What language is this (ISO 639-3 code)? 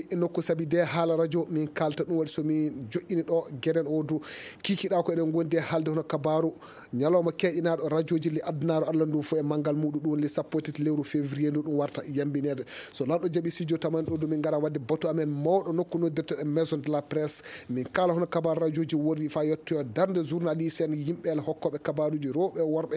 ful